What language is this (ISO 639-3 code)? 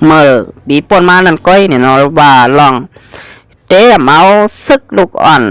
shn